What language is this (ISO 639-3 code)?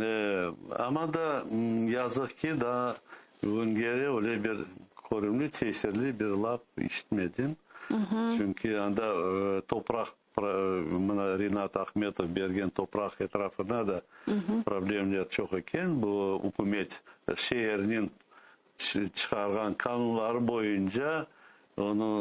crh